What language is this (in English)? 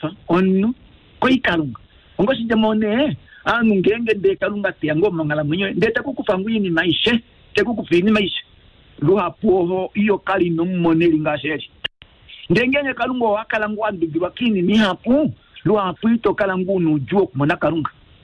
Kuanyama